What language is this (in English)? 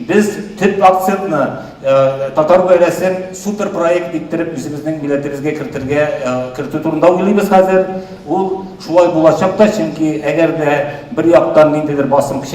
Tatar